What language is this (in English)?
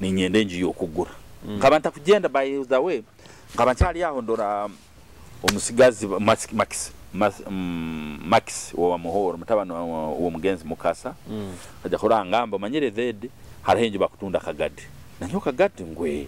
Nyoro